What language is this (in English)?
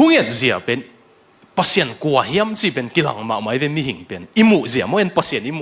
Tedim Chin